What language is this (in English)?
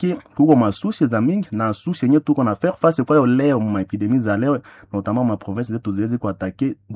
Swahili